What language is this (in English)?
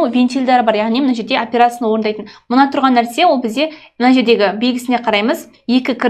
Kazakh